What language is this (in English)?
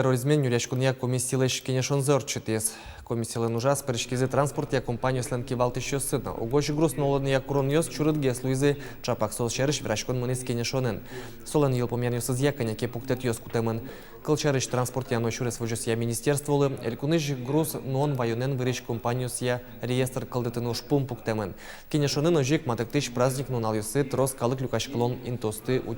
Udmurt